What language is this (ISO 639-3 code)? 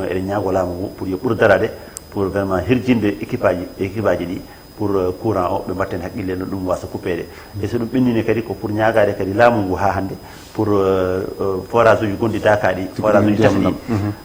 ful